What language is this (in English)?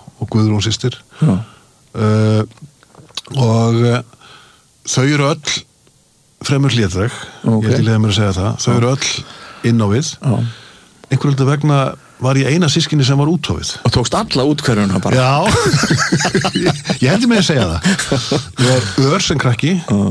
Icelandic